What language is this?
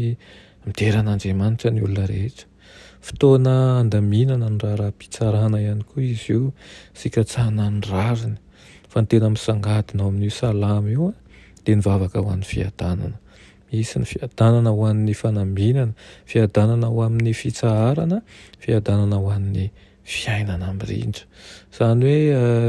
Malagasy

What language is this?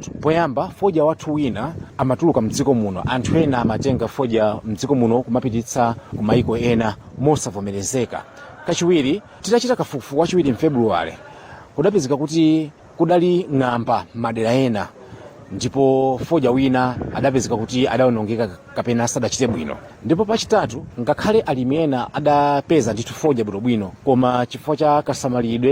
Nyanja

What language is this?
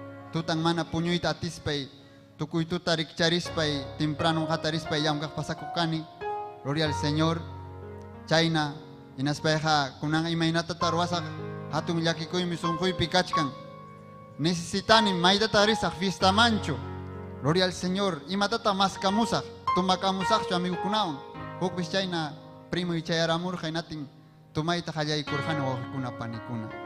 Ayacucho Quechua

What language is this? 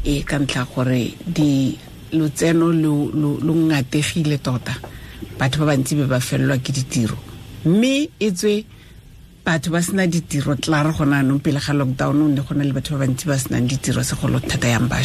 Tswana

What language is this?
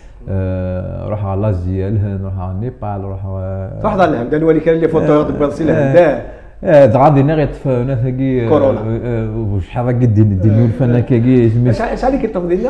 Kabyle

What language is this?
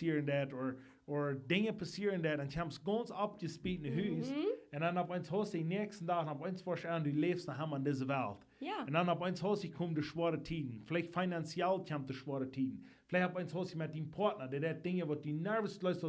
Plautdietsch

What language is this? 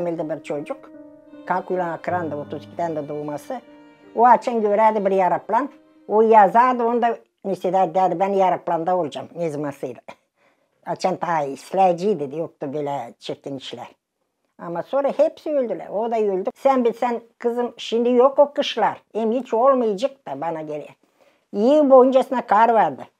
Gagauz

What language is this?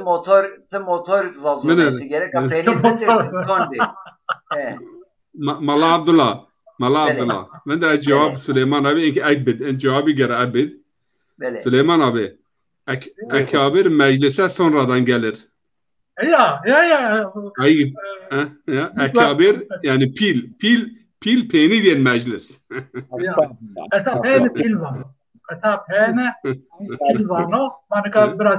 Zaza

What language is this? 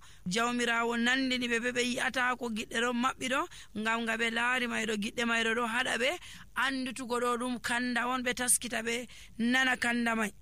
Nigerian Fulfulde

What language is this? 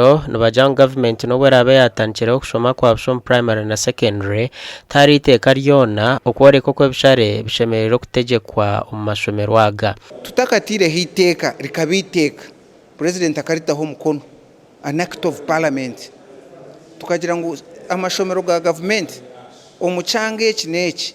Nyankole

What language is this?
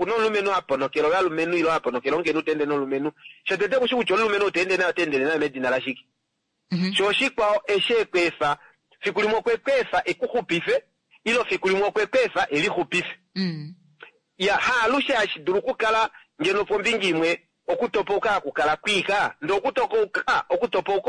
Kuanyama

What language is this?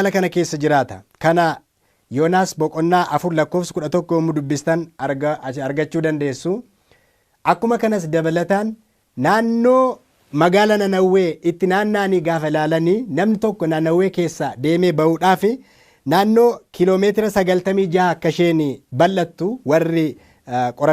Oromo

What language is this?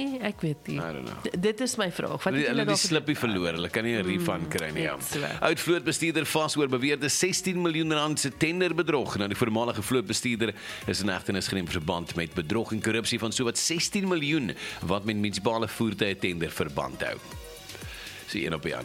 Afrikaans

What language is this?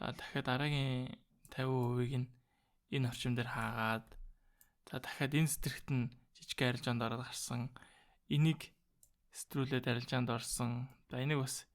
Mongolian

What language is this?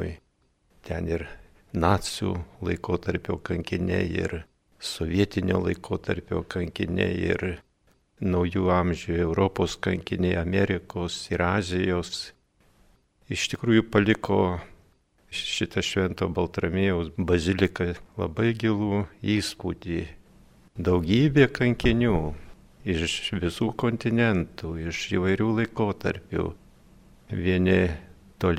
Lithuanian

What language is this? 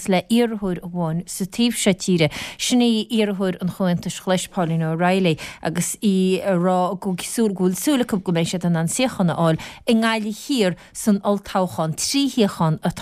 Irish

